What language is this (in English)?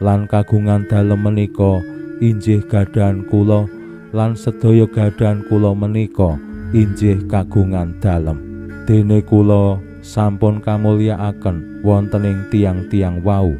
Javanese